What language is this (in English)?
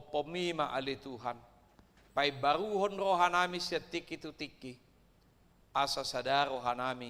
Batak Toba